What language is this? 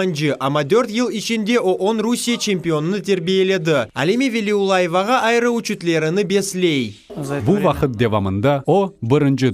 Crimean Tatar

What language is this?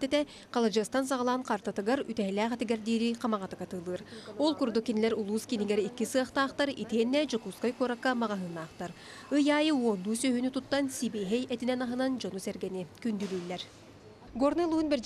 Yakut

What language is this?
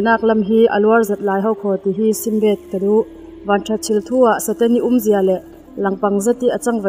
Falam Chin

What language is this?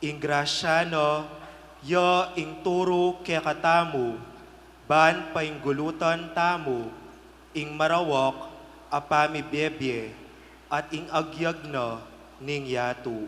Pampanga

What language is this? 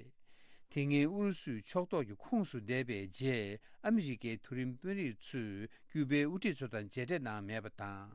Tibetan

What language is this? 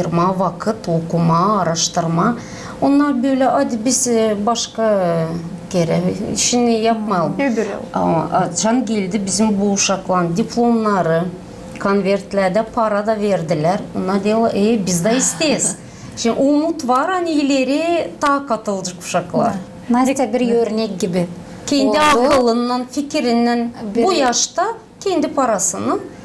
Gagauz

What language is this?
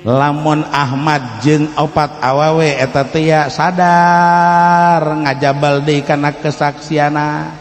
Sundanese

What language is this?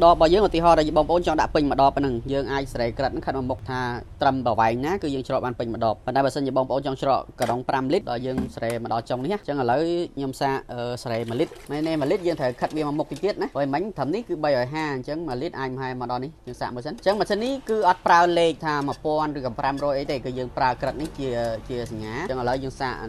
Khmer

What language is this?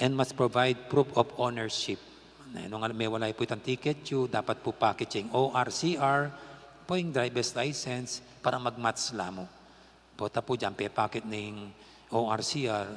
Pampanga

